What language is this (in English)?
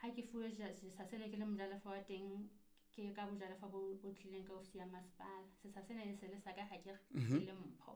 Southern Sotho